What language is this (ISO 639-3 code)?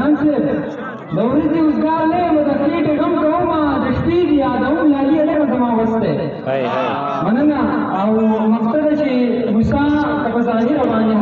pus